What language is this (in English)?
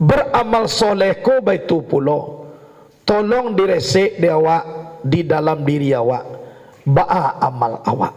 Minangkabau